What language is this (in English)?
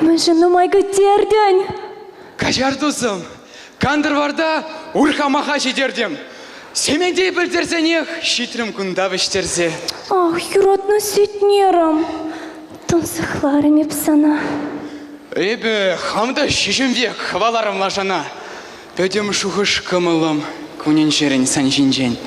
Chuvash